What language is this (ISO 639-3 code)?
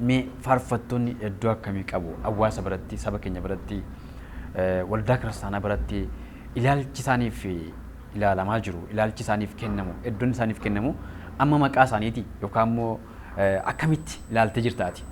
orm